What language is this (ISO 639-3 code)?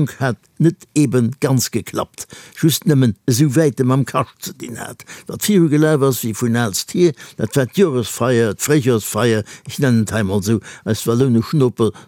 ltz